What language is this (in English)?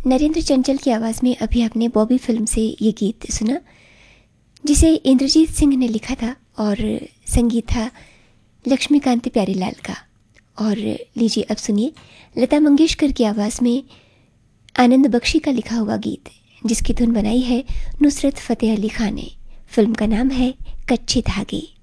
Hindi